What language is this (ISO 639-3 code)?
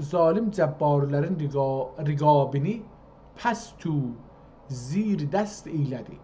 azb